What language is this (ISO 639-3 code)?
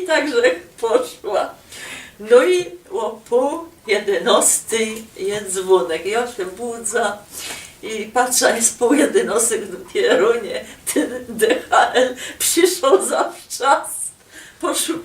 szl